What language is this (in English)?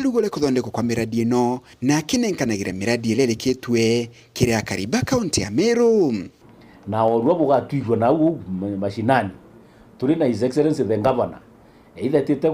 Meru